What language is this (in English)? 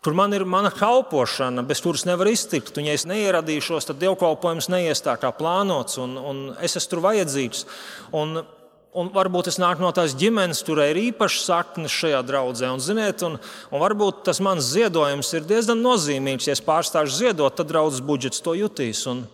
Latvian